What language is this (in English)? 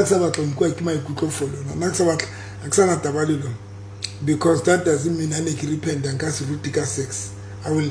Southern Sotho